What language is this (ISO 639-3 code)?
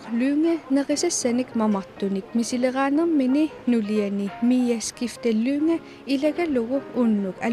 kal